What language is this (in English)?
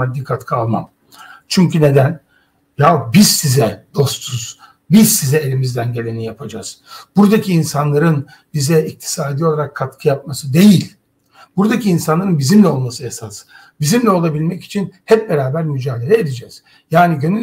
Turkish